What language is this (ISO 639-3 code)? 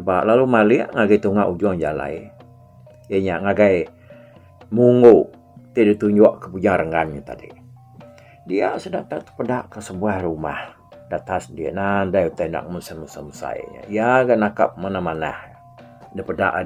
iba